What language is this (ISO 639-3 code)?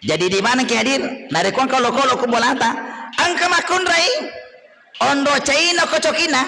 bug